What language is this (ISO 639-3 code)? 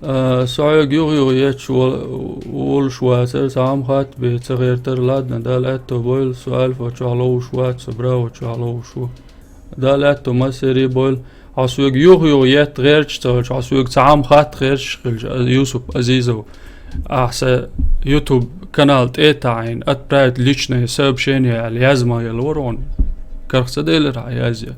che